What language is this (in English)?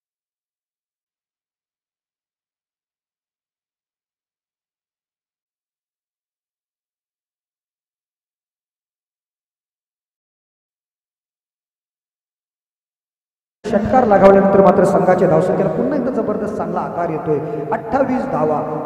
Marathi